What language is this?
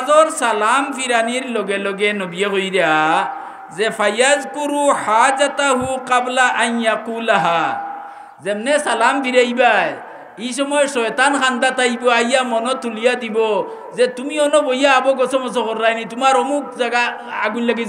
Sylheti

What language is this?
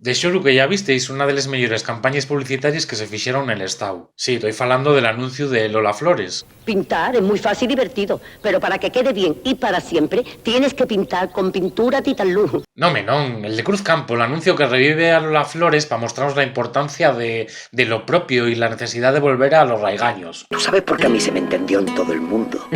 Asturian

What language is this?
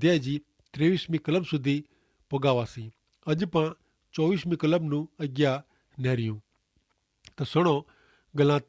Kachhi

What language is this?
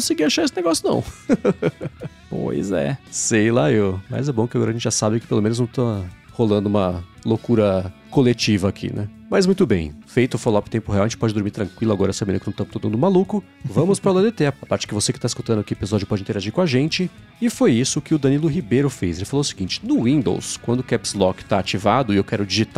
Portuguese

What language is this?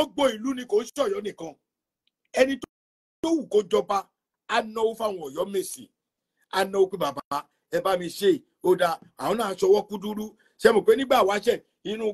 Yoruba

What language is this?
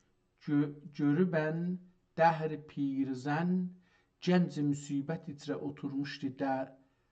South Azerbaijani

